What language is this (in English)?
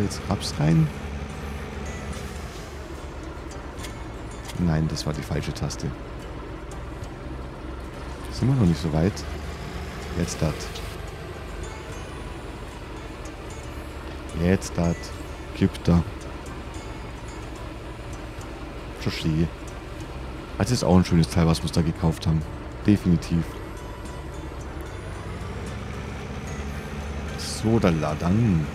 German